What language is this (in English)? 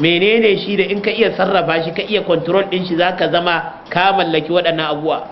Hausa